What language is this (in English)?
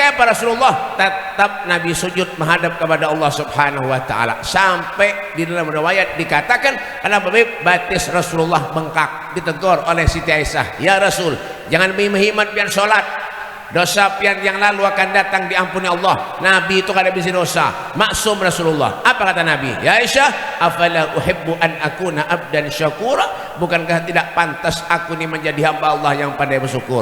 Banjar